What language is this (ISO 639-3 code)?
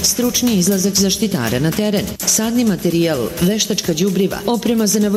srp